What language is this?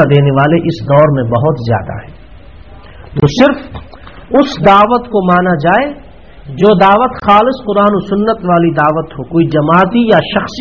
Urdu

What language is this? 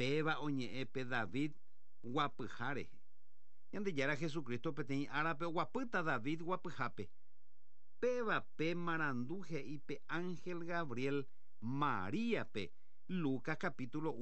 Guarani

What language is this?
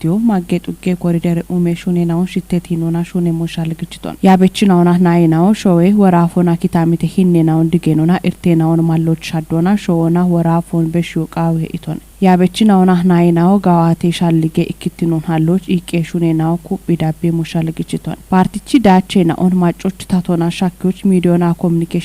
Kafa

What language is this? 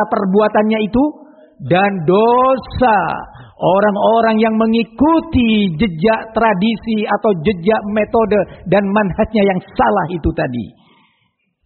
Indonesian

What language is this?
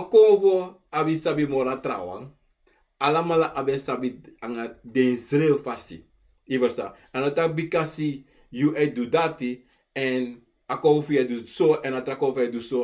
Sranan Tongo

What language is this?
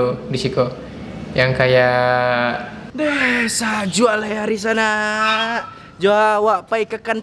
Minangkabau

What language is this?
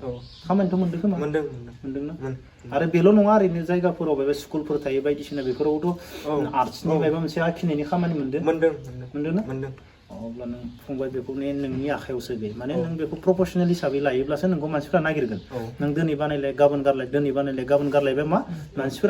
Bodo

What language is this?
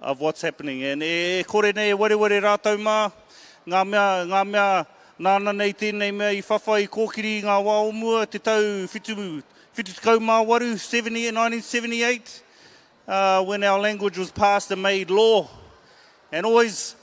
Māori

